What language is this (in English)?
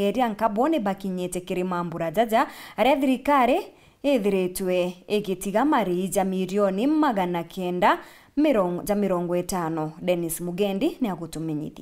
Meru